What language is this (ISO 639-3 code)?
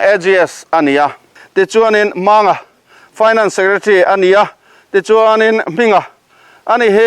lus